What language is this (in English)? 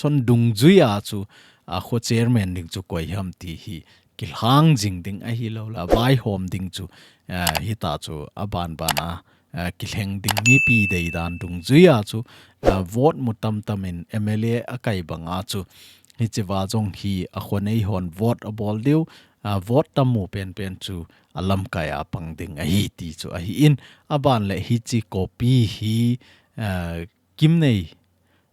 Thado Chin